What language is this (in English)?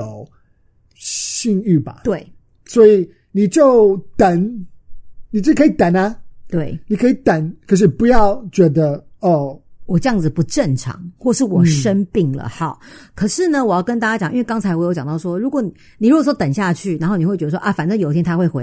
Chinese